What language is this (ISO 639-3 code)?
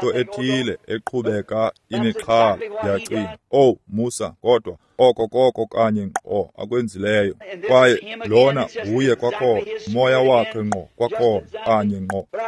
xho